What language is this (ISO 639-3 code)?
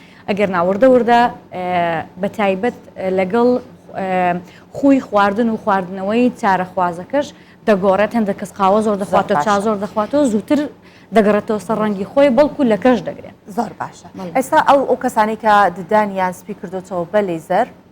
ckb